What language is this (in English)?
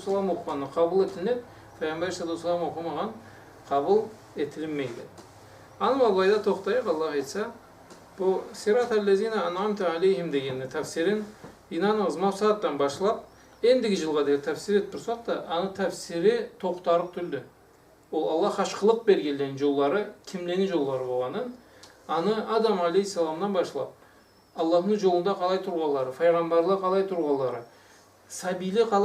Karachay-Balkar